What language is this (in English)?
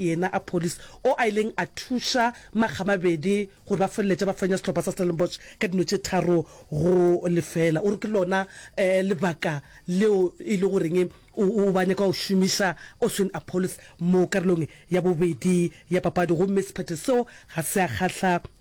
Northern Sotho